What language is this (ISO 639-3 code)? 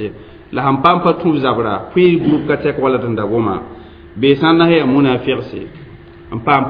mos